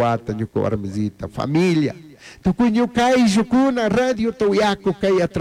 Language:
Chimborazo Highland Quichua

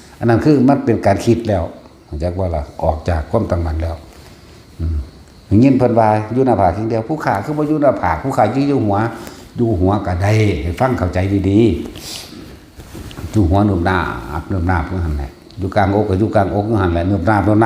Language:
Northeastern Thai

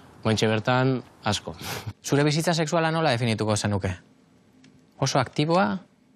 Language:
Basque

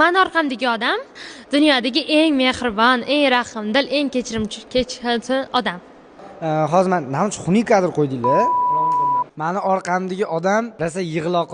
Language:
Uzbek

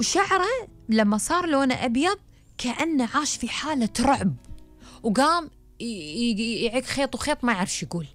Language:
Gulf Arabic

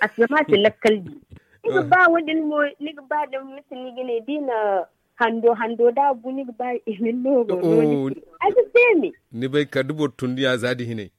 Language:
Zarma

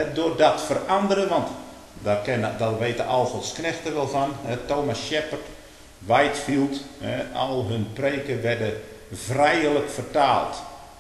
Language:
Dutch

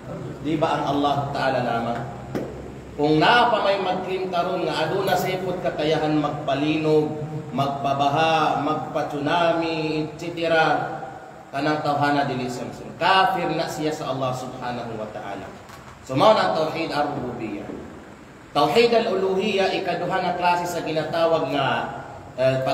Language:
Kalagan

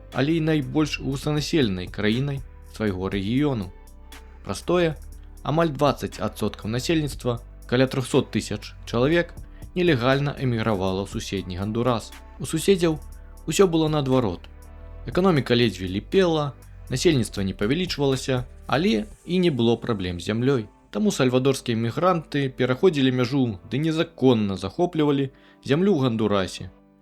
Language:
Belarusian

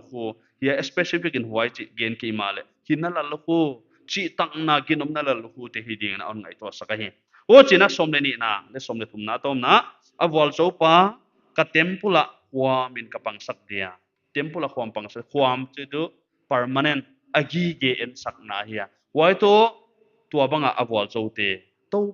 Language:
Paite Chin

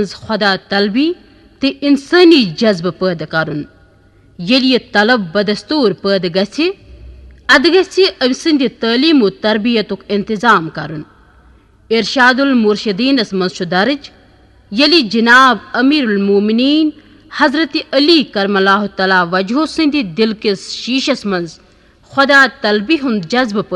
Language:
Kashmiri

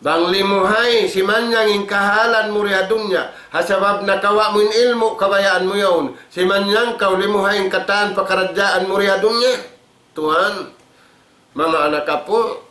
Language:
Tausug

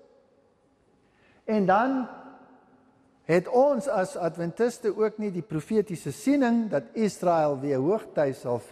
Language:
Afrikaans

